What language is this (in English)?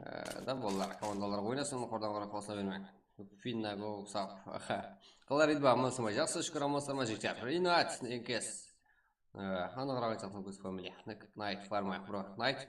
Kara-Kalpak